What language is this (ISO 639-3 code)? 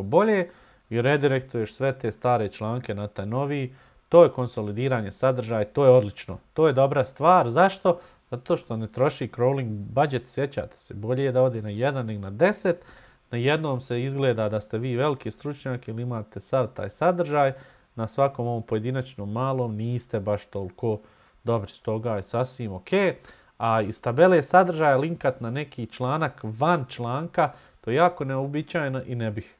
bos